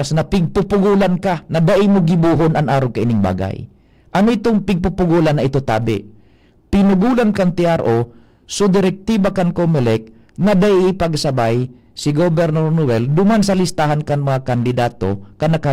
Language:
Bikol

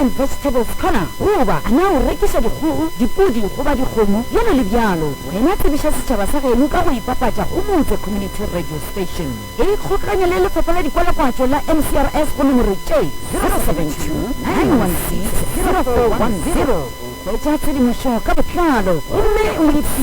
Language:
Northern Sotho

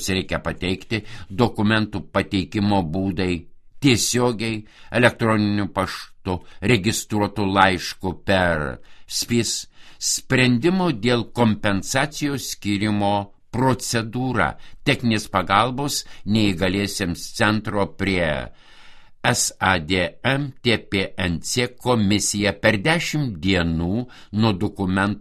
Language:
Lithuanian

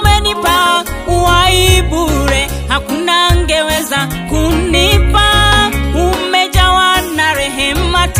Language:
Swahili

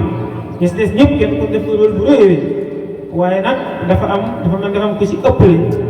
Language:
Wolof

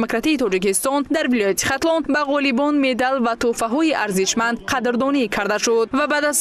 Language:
Tajik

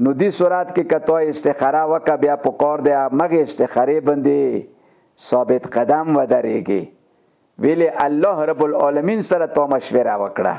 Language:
Pashto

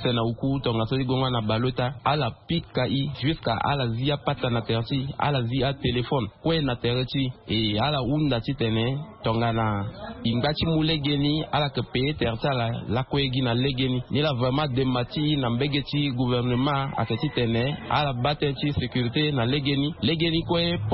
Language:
Sango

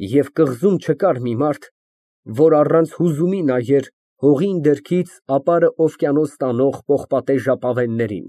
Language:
Armenian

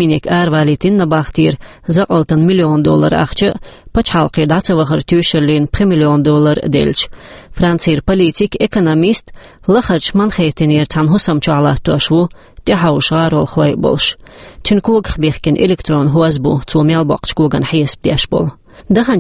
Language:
Chechen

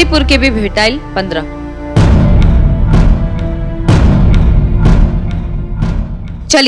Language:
Bhojpuri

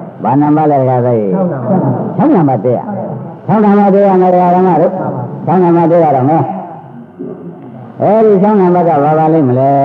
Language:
Burmese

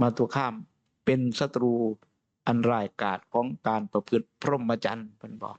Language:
Northeastern Thai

